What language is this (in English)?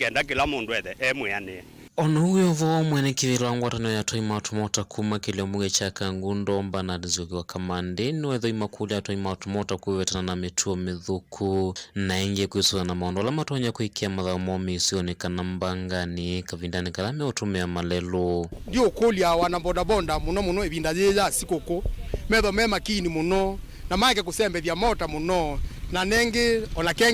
Kamba